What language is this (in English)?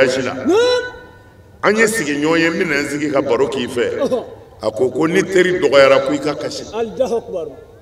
Bambara